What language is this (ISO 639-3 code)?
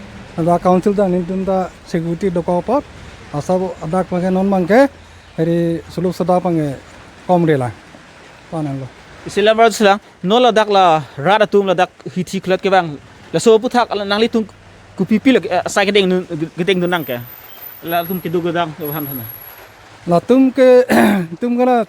mjw